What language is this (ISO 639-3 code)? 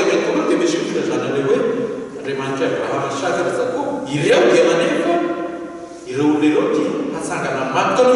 mlg